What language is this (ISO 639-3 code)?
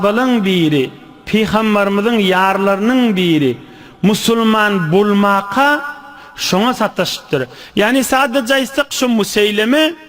tuk